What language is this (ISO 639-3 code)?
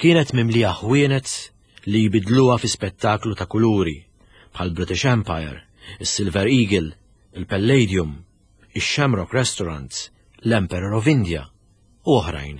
mlt